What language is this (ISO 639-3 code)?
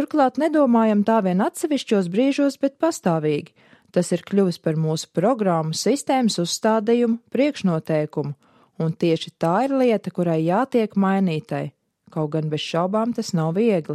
lav